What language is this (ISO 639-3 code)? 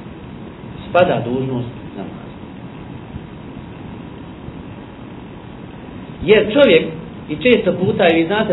bos